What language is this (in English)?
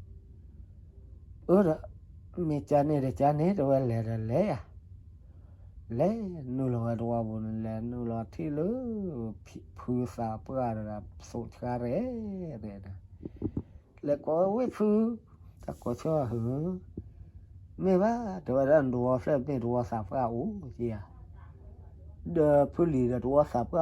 S'gaw Karen